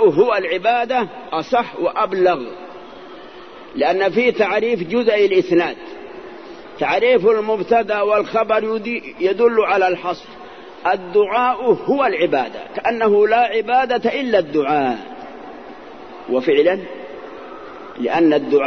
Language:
Arabic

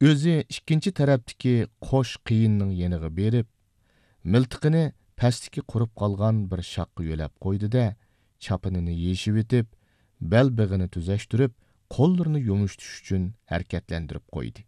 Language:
Uyghur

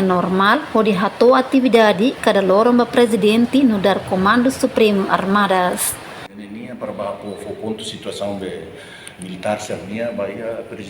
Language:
Tetum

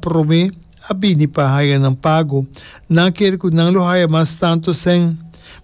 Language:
Papiamento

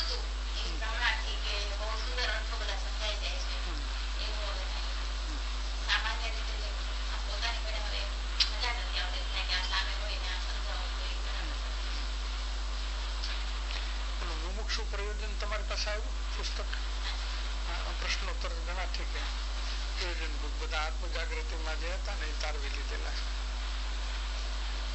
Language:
Gujarati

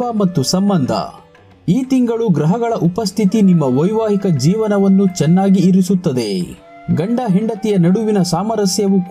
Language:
Kannada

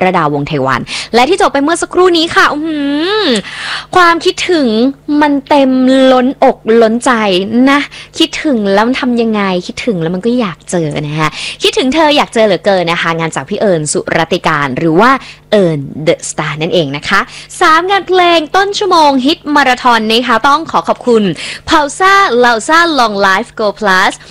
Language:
Thai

